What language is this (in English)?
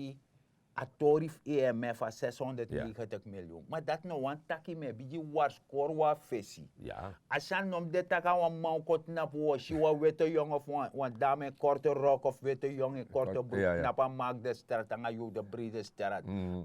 Sranan Tongo